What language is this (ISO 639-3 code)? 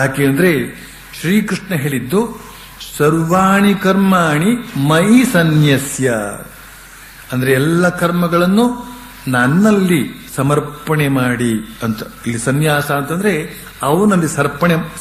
kan